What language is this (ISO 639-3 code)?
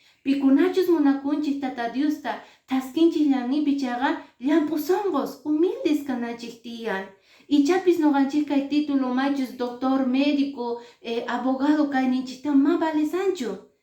que